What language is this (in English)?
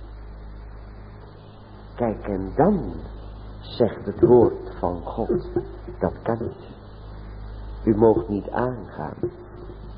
Dutch